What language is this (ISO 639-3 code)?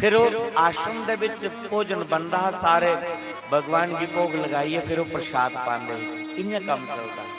doi